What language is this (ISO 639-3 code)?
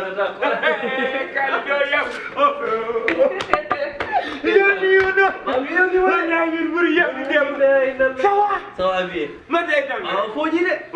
ful